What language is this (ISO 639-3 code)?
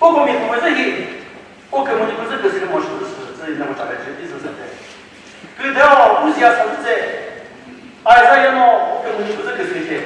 nri